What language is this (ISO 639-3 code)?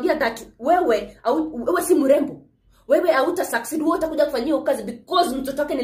swa